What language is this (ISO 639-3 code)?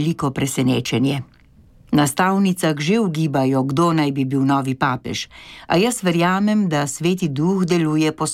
slv